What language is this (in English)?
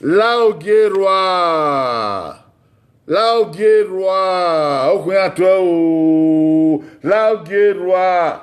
Bini